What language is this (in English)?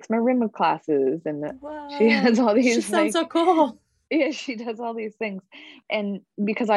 English